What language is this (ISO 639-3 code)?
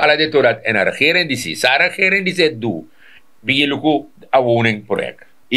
srn